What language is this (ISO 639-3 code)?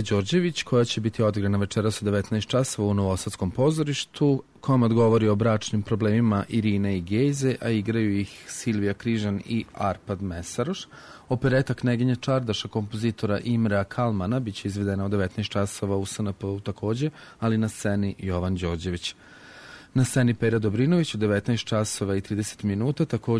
srp